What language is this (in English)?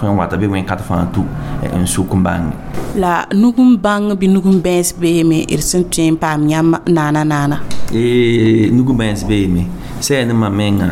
Mossi